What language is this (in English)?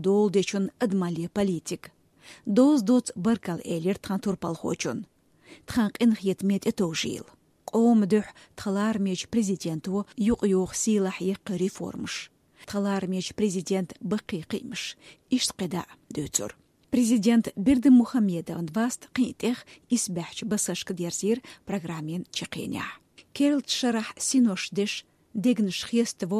Chechen